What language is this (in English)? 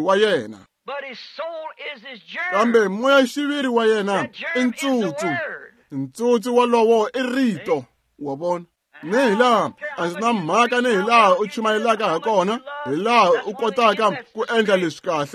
Tsonga